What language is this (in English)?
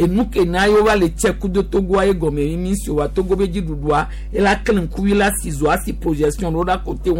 Gen